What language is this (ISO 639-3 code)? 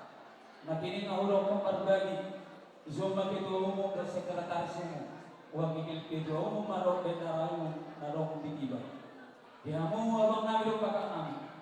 bbc